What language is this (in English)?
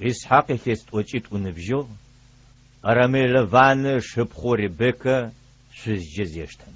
Adyghe